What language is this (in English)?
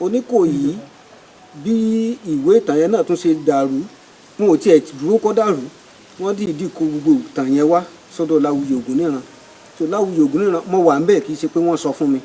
Yoruba